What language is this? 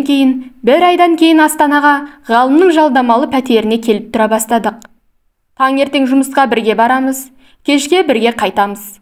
Kazakh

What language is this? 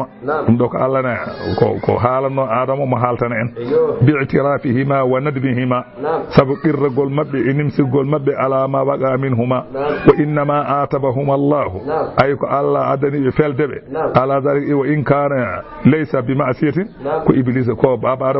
Fula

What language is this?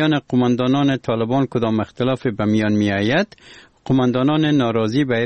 Persian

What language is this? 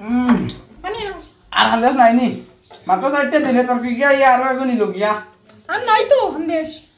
Sylheti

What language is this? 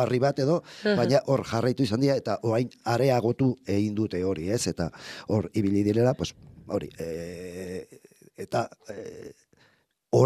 Basque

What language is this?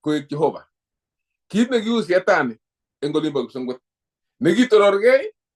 Kalenjin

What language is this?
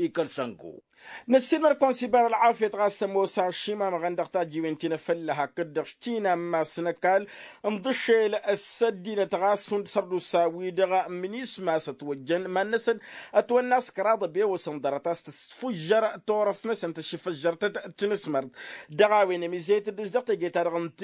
Tamasheq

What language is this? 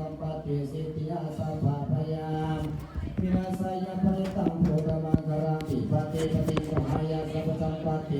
Pali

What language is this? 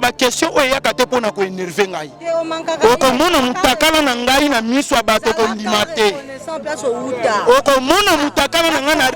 Lingala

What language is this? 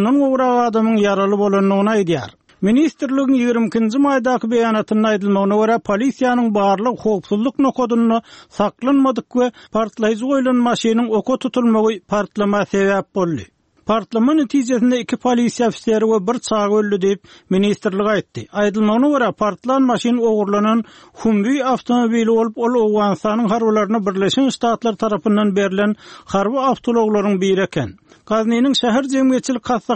Turkmen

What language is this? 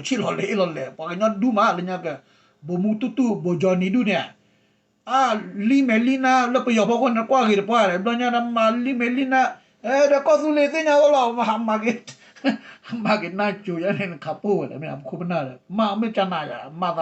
S'gaw Karen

